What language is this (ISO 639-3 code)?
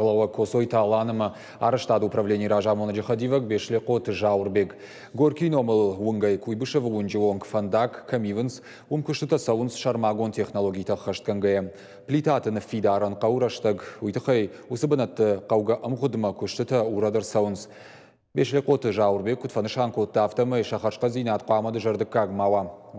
oss